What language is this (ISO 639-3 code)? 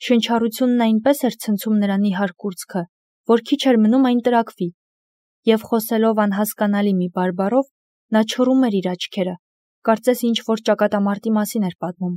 hye